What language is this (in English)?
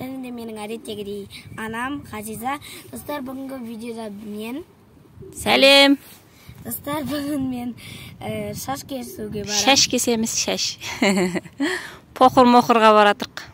Kazakh